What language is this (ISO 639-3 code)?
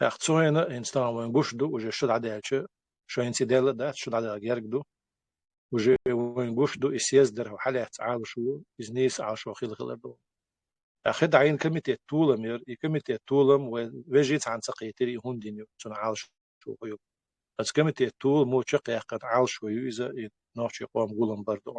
che